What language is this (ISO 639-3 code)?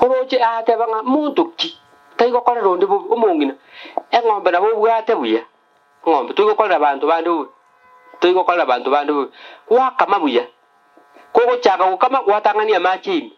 guz